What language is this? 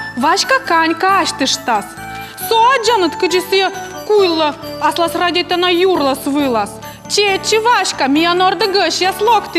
Komi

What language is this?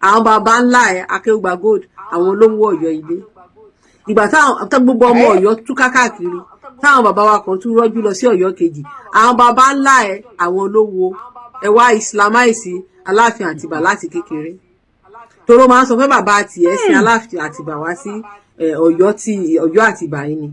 Yoruba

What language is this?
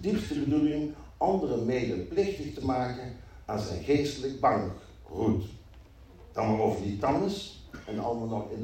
Dutch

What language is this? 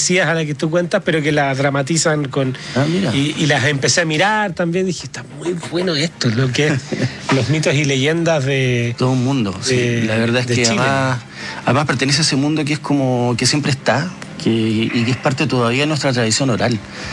Spanish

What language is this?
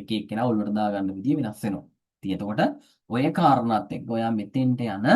Sinhala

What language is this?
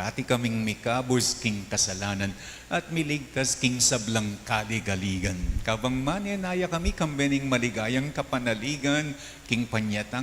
Pampanga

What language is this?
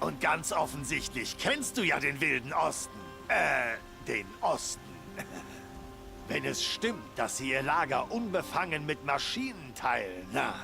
Swiss German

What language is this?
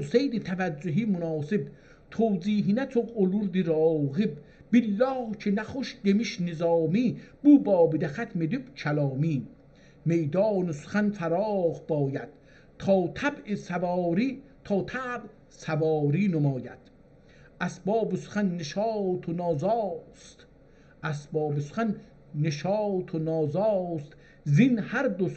South Azerbaijani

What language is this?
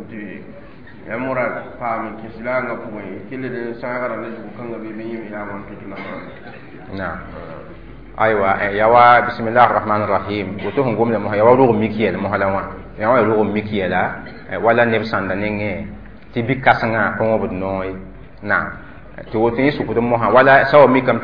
Mossi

